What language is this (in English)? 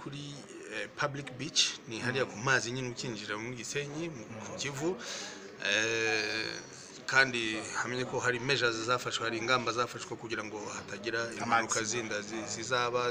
Kinyarwanda